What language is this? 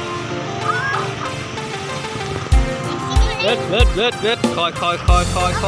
Lao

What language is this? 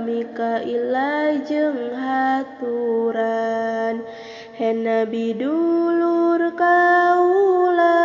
Sundanese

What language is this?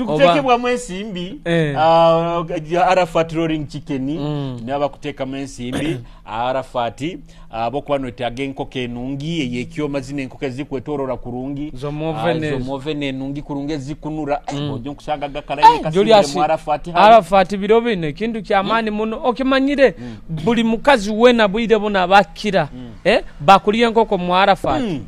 Nyoro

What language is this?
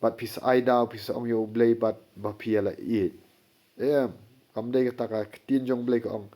Khasi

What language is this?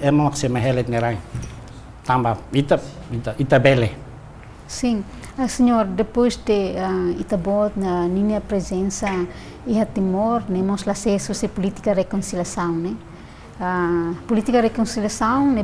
Tetum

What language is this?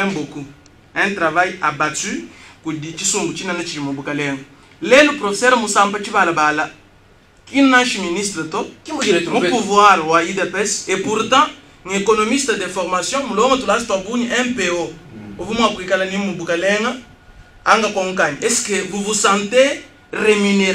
Luba-Lulua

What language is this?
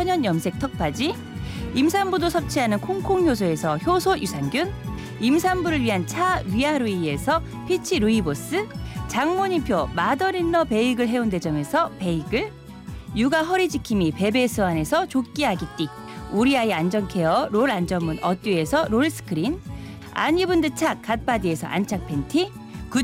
Korean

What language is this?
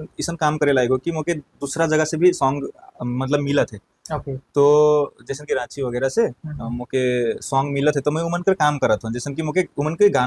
Sadri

